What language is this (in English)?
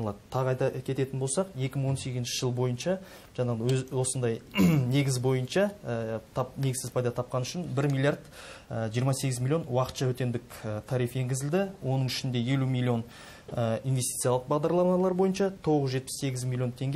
Kazakh